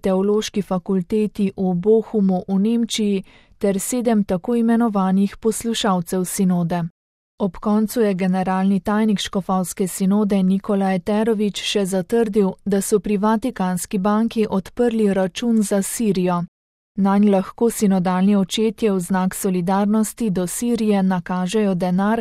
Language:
Slovenian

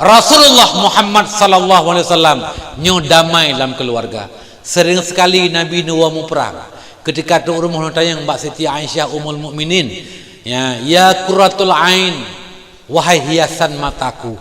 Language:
Achinese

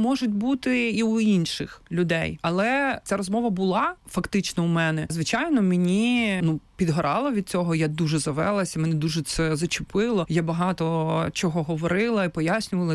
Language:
Ukrainian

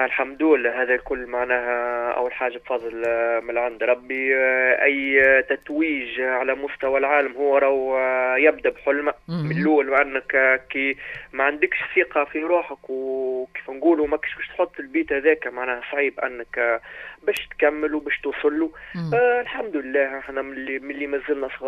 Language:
Tunisian Arabic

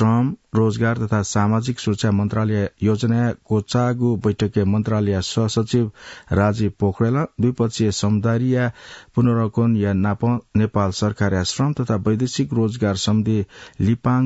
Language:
Newari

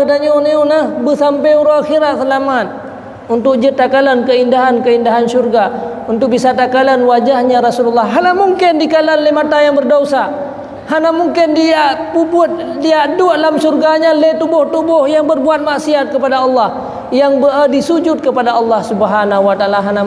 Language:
Achinese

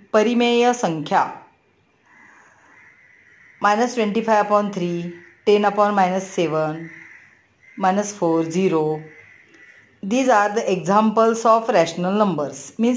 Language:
Marathi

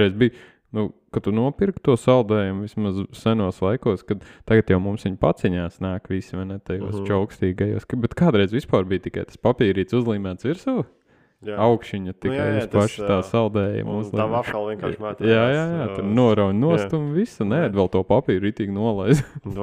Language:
Latvian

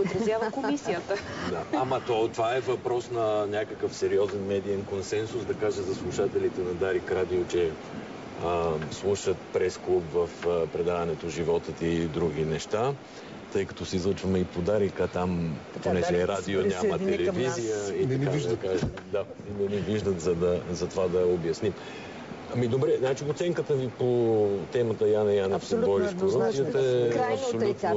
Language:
Bulgarian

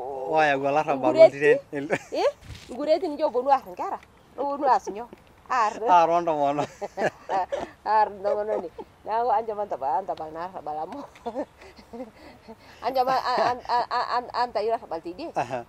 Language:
Masai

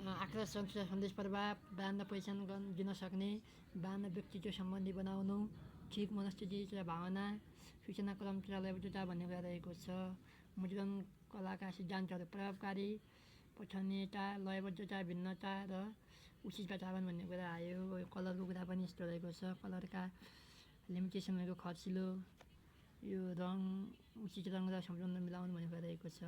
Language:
Nepali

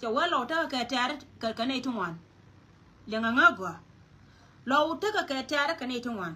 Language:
Nuer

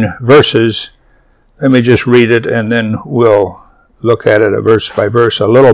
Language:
English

